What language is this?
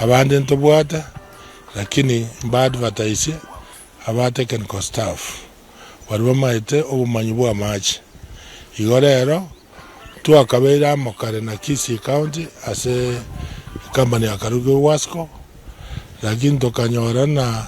Gusii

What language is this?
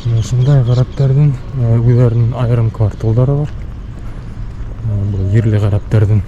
Bashkir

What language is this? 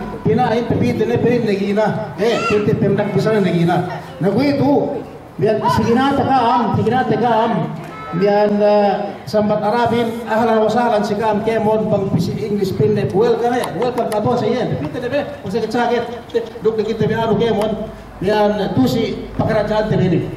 Yakan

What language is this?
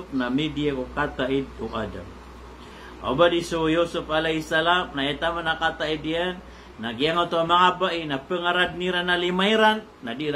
Maranao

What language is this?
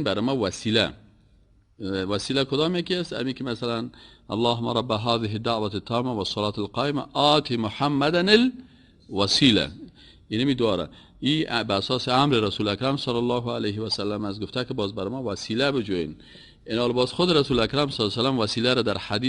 Persian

